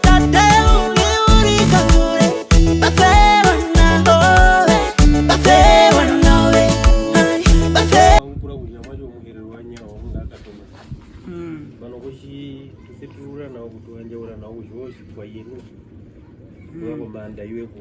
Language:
Herero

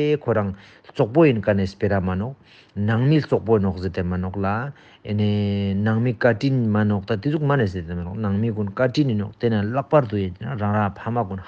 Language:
Ladakhi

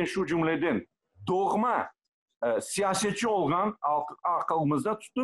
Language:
Crimean Tatar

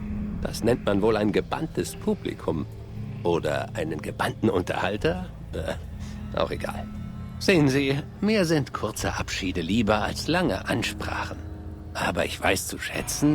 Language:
Bavarian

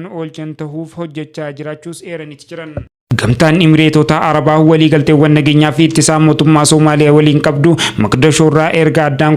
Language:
Oromo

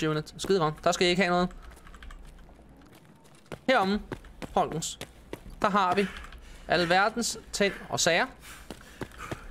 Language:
Danish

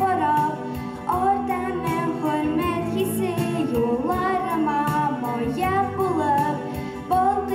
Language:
Tatar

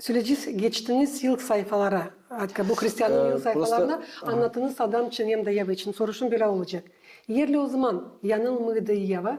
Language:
Gagauz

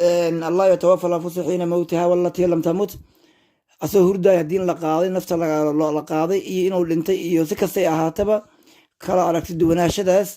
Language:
Somali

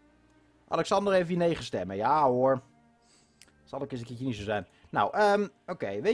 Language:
Dutch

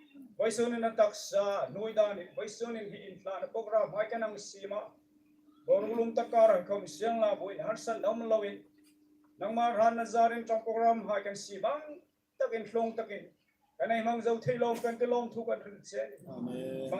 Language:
Hmar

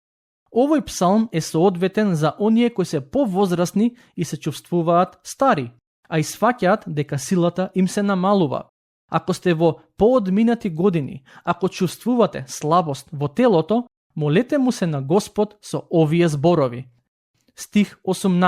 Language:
Macedonian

